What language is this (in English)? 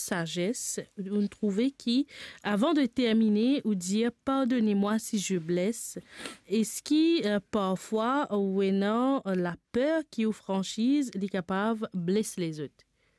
Morisyen